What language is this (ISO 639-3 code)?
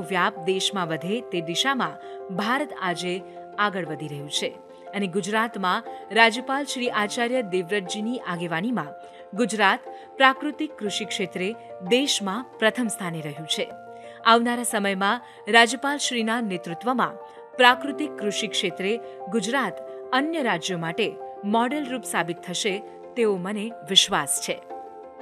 guj